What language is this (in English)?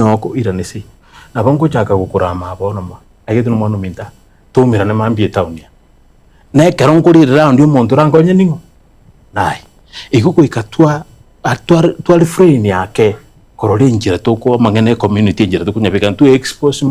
Gusii